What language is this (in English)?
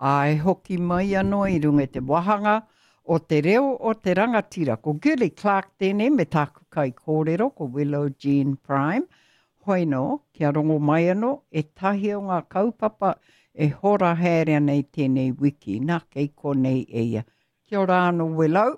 Māori